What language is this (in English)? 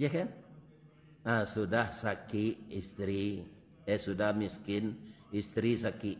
Minangkabau